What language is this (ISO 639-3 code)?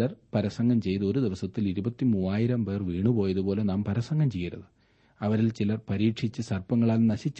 mal